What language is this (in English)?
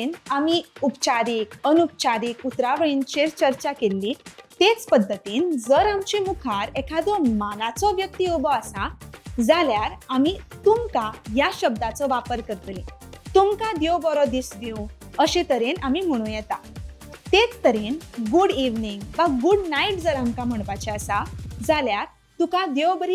Konkani